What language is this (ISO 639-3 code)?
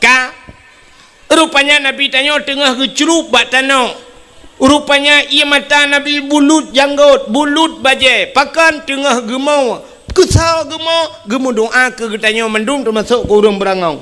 ace